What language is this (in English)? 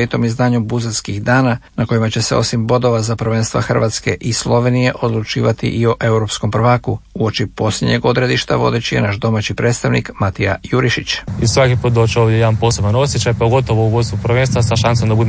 Croatian